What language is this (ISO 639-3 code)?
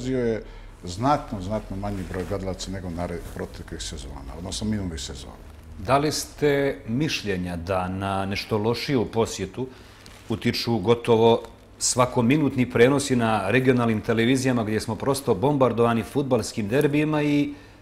bos